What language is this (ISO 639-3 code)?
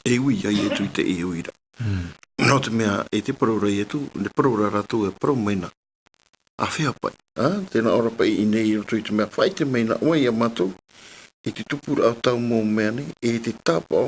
tah